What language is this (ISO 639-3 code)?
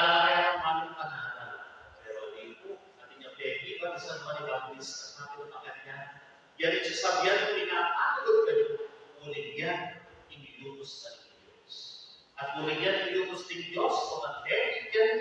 pam